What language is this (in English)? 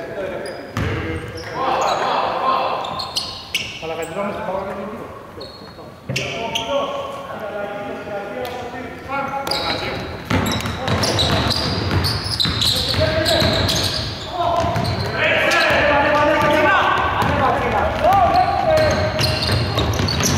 Greek